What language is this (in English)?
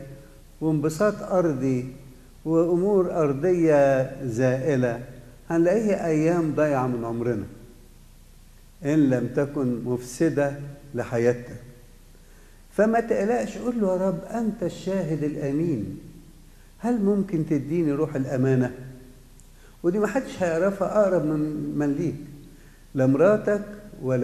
Egyptian Arabic